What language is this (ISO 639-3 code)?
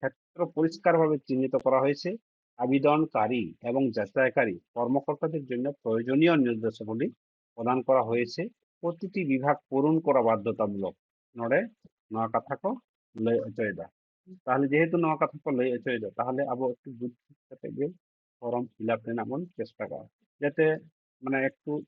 sat